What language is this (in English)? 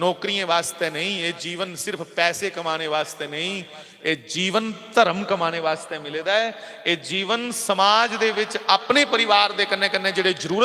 Dogri